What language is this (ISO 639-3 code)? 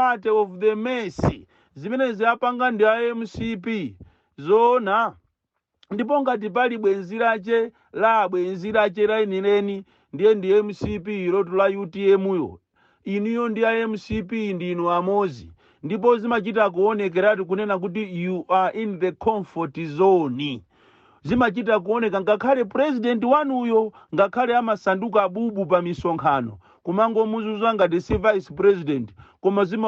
nya